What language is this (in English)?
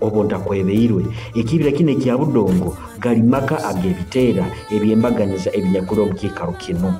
Nyoro